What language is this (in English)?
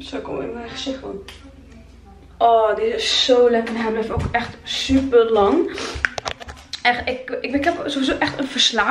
Dutch